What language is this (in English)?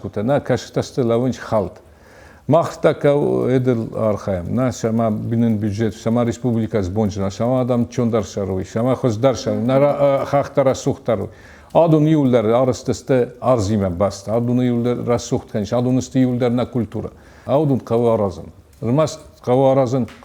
Ossetic